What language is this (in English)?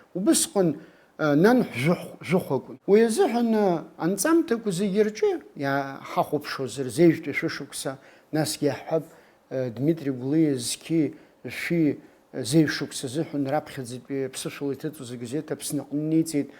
Abkhazian